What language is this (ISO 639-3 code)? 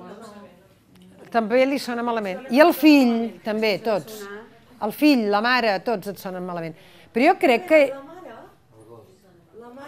cat